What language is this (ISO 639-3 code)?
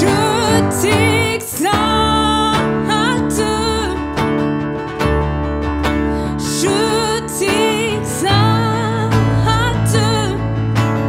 fra